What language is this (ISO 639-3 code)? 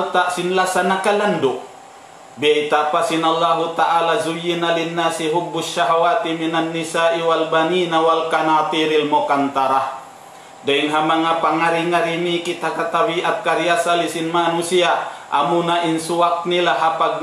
tsg